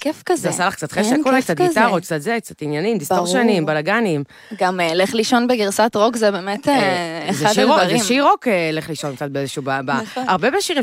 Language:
Hebrew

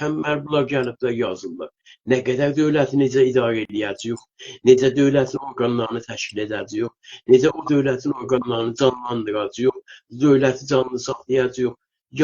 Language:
South Azerbaijani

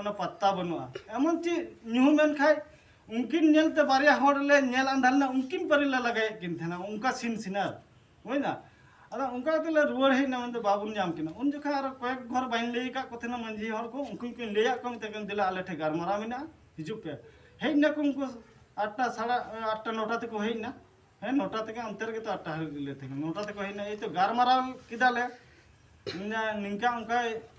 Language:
Santali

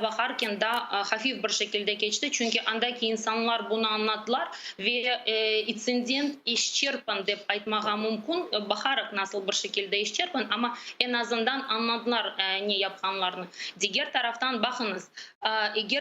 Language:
Crimean Tatar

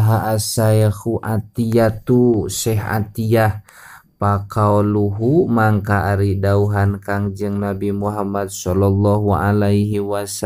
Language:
Sundanese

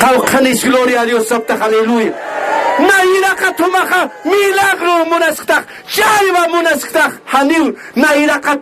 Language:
Aymara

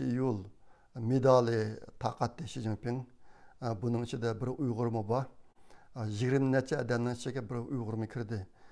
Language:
Uyghur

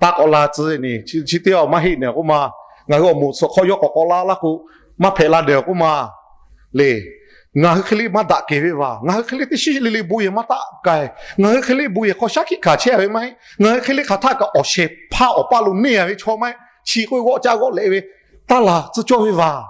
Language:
Lahu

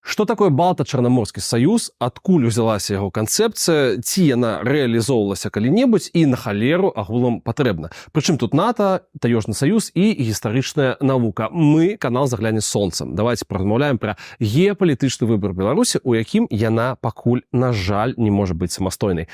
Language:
Belarusian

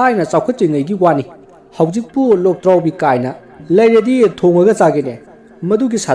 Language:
Manipuri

